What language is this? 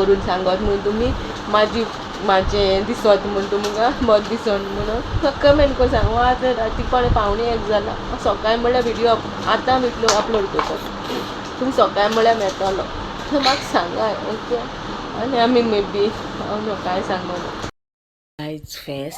Konkani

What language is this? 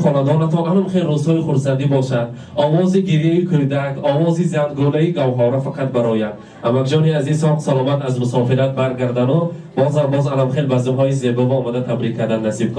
Tajik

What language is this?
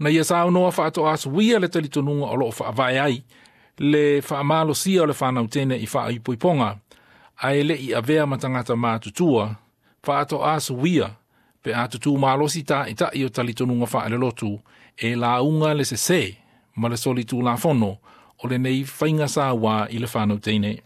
Samoan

